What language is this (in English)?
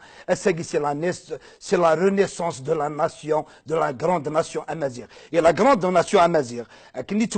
Kabyle